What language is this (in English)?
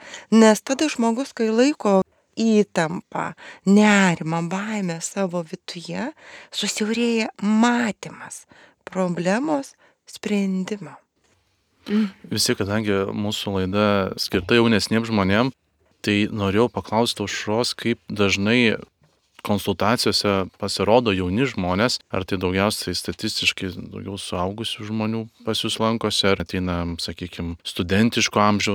Lithuanian